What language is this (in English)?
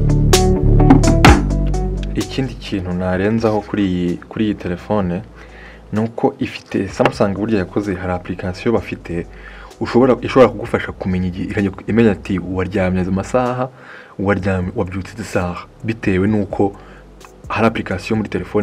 Kinyarwanda